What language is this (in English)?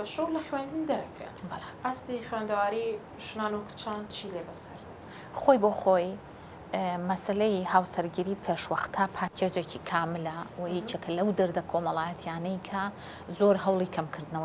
Central Kurdish